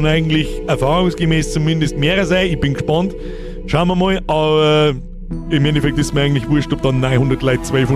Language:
Bavarian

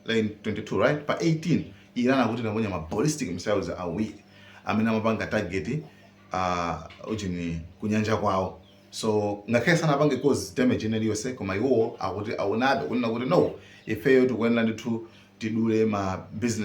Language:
Nyanja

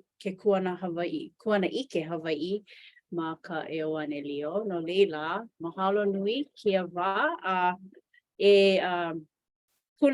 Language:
Hawaiian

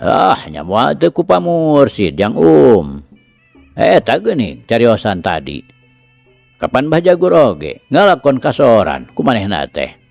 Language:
Sundanese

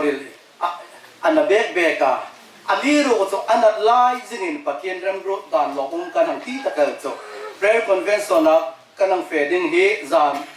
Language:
Hmar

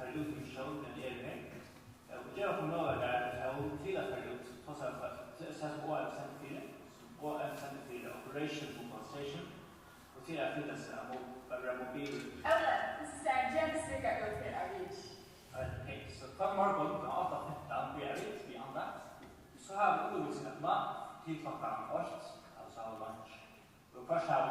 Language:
Faroese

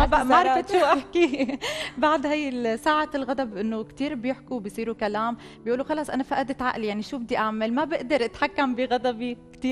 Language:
North Levantine Arabic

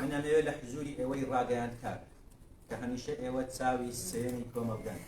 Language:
Central Kurdish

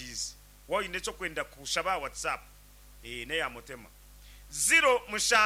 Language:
Nyankole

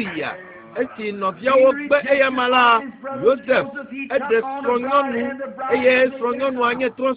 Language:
Ewe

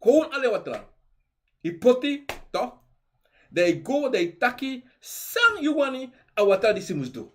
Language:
Sranan Tongo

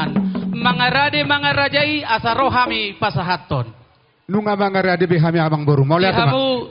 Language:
Batak Toba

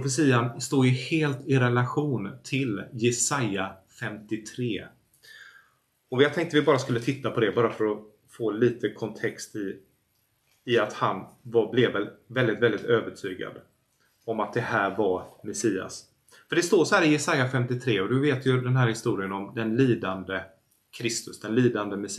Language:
Swedish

